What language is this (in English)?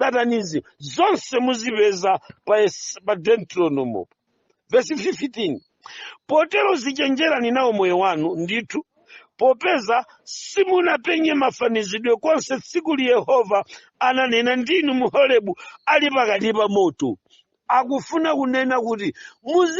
Nyanja